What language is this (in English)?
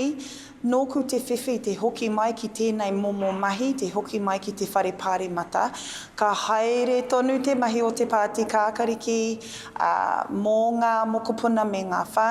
Māori